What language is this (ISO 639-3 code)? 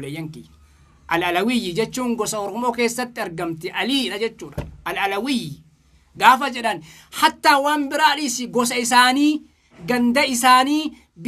orm